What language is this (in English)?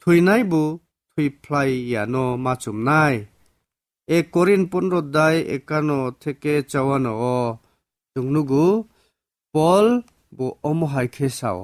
Kok Borok